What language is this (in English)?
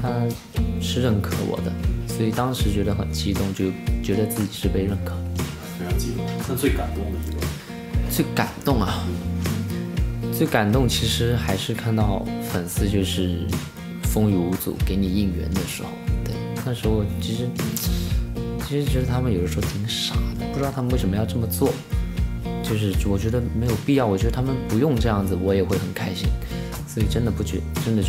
Chinese